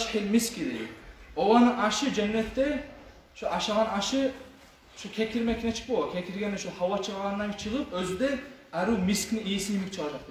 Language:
Kumyk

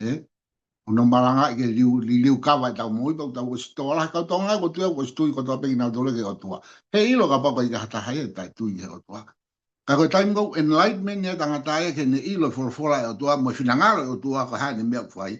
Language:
Tongan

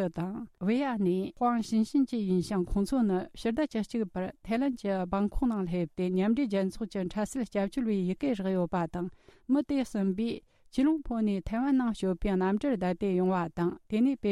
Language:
Tibetan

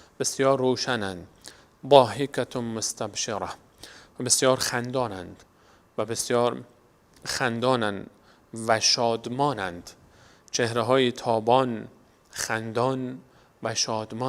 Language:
Persian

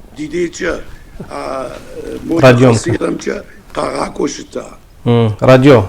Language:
Kabardian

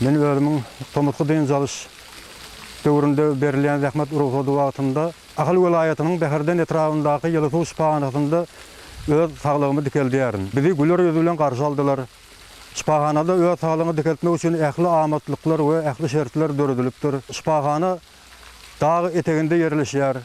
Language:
Turkmen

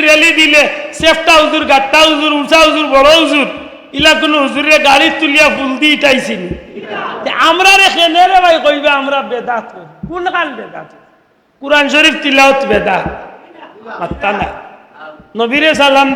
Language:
Sylheti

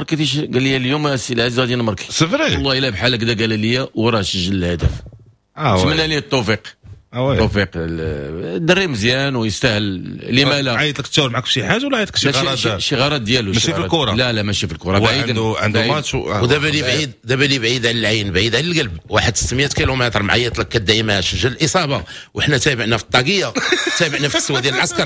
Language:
Moroccan Arabic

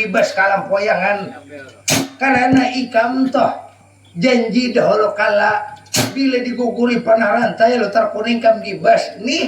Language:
Banjar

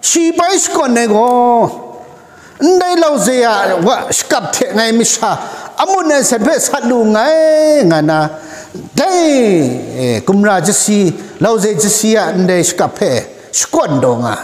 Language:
Kachin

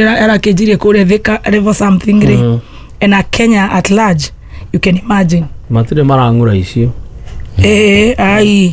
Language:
Kikuyu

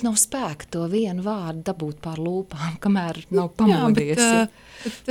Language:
Latvian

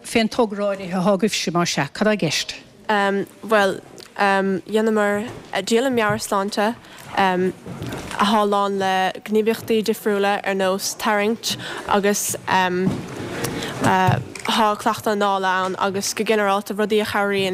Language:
Irish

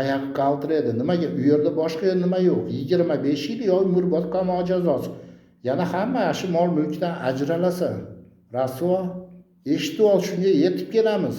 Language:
Uzbek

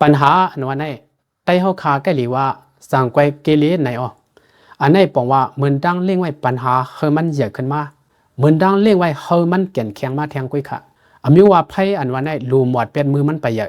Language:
Lao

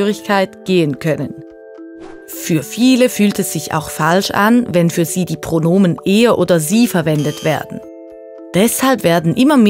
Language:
Swiss German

